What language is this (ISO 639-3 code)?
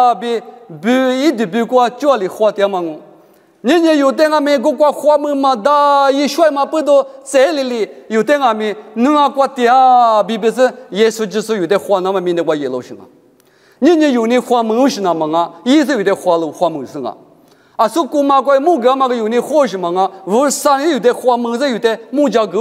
lis